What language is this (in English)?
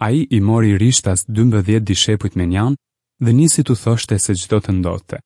Albanian